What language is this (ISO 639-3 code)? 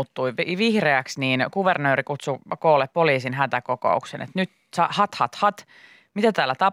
fin